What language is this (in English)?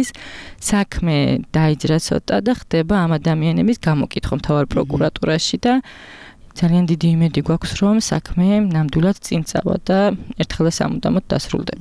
Georgian